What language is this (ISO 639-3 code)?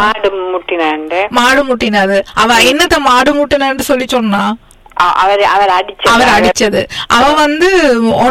tam